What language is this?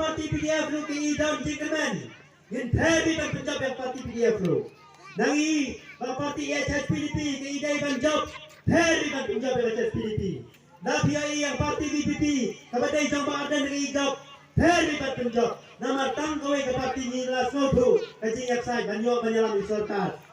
Khasi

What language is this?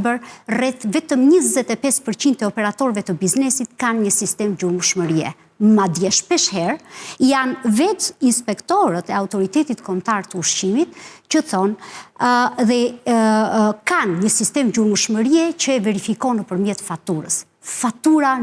Albanian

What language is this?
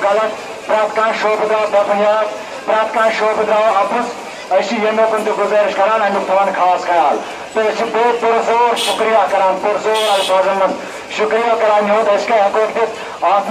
Kashmiri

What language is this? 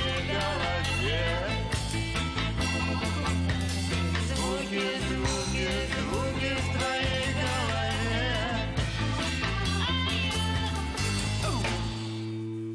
Russian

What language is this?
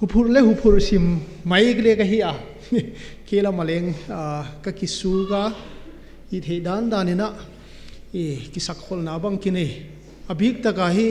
Paite Chin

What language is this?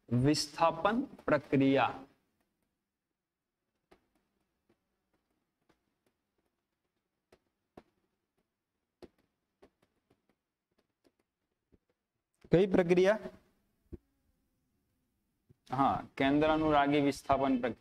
Gujarati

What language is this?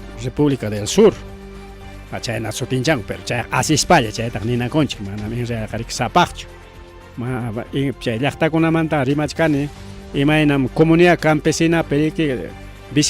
Ayacucho Quechua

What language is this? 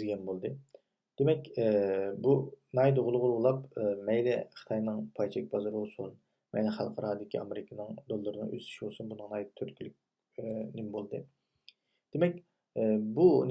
Uyghur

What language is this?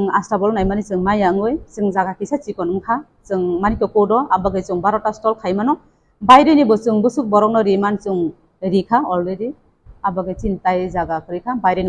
Kok Borok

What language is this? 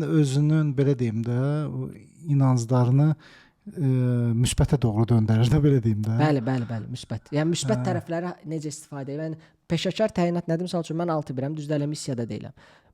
Azerbaijani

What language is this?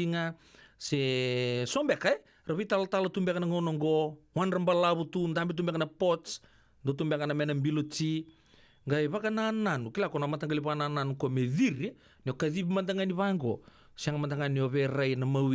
Fijian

